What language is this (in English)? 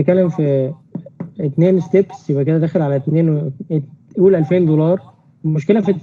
Egyptian Arabic